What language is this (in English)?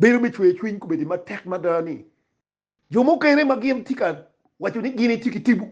Acoli